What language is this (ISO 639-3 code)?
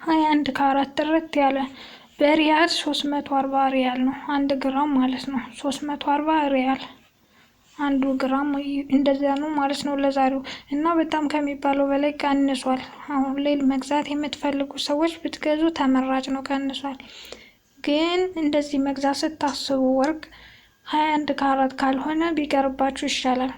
amh